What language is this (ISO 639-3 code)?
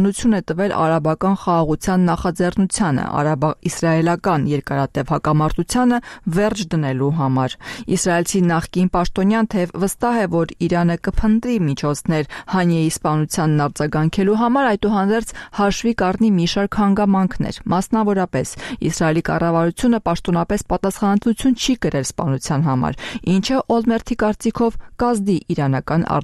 hye